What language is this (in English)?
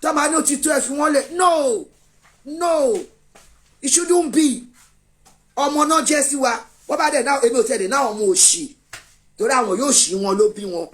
Yoruba